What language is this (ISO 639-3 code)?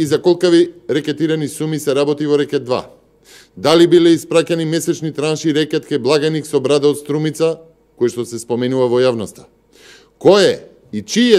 mkd